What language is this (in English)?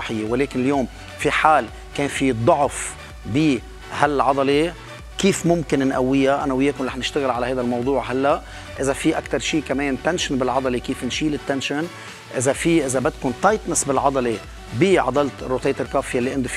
North Levantine Arabic